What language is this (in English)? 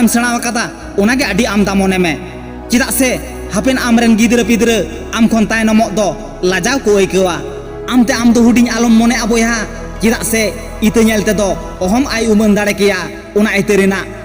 Santali